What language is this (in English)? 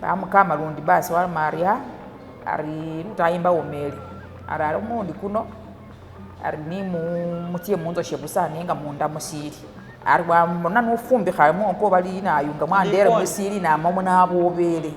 Masaaba